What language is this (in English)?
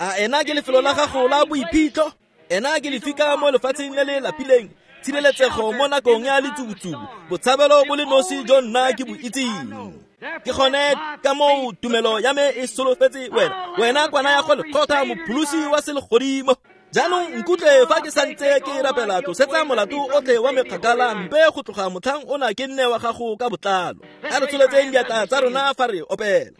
Tswana